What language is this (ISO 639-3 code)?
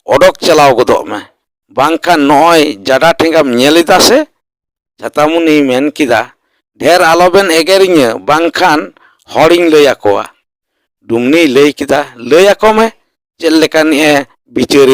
sat